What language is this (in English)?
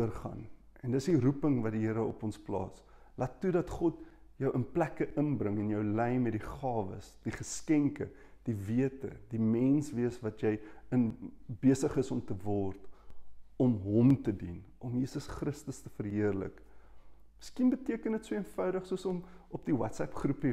Afrikaans